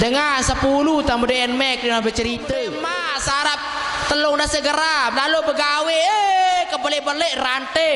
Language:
Sasak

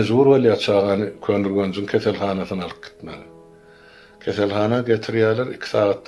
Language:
Turkmen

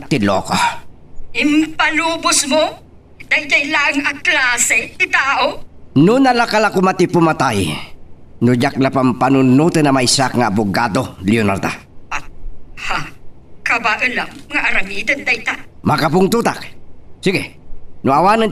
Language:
Iloko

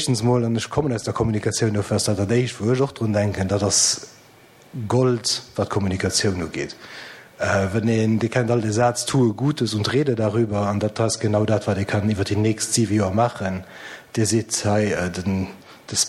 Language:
Luxembourgish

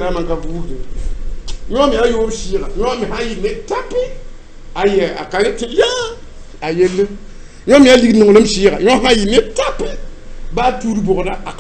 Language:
Mossi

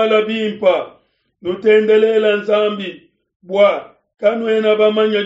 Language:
Luba-Lulua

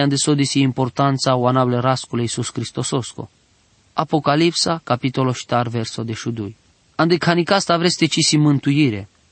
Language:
Romany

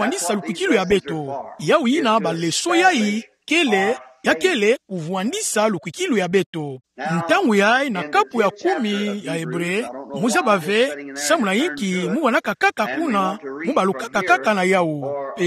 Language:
Kituba (Democratic Republic of Congo)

